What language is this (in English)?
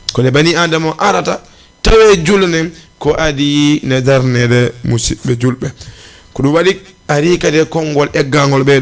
Fula